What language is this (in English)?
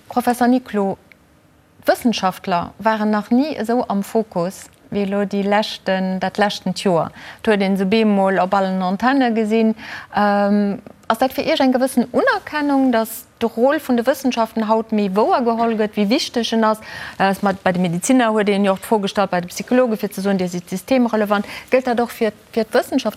Luxembourgish